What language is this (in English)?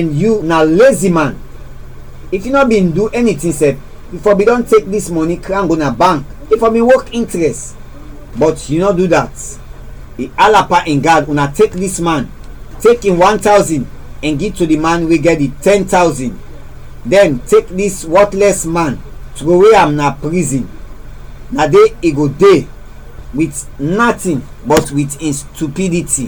Krio